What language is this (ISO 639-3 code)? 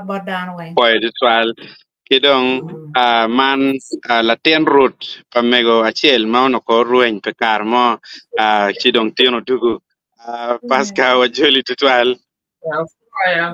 ach